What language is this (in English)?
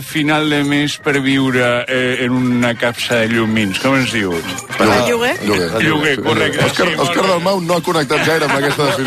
Catalan